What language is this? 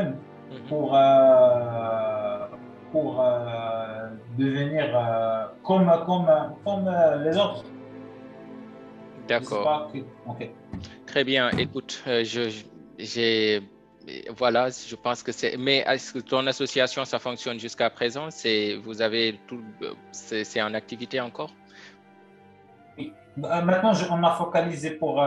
French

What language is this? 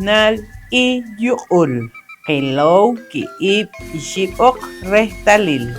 Poqomchi'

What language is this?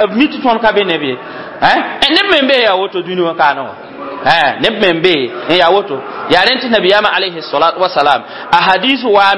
Mossi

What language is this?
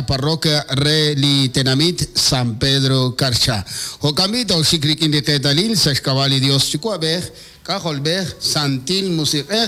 Kekchí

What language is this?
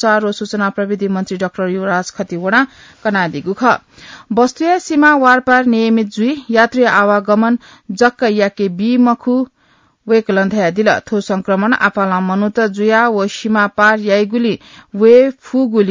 Newari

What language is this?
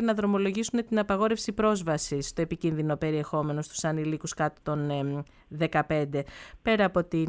Greek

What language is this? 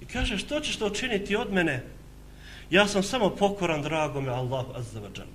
Bosnian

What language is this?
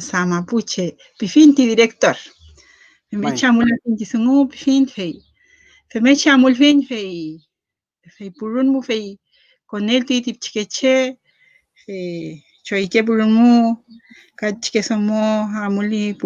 Mapuche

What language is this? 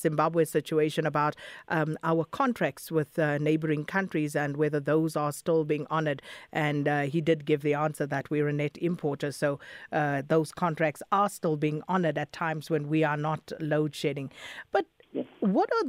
English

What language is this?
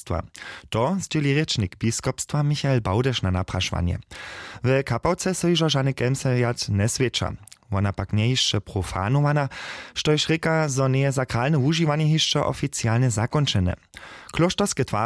Upper Sorbian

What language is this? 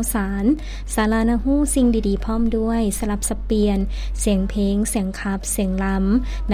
Lao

